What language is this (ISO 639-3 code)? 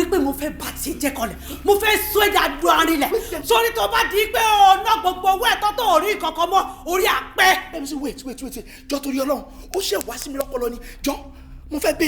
yor